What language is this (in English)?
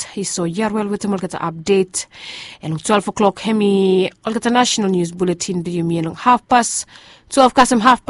Bislama